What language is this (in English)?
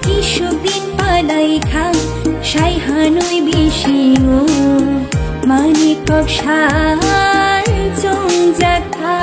Kok Borok